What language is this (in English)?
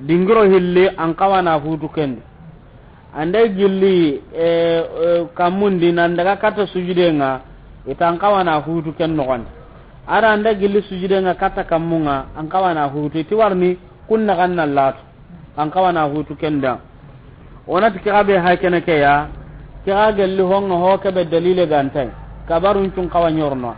Soninke